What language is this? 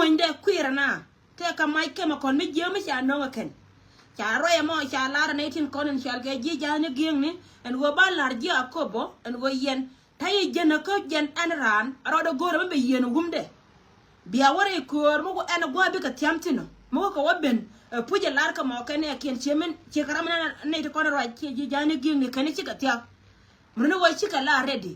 Nuer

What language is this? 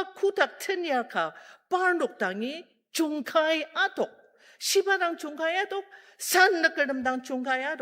Ao Naga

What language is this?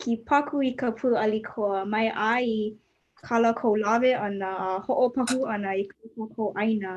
Hawaiian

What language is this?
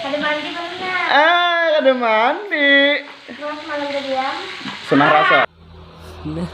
Banjar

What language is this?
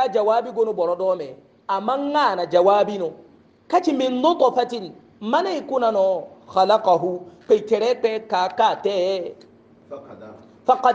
Hausa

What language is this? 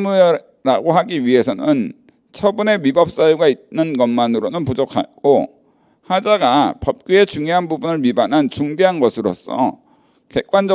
Korean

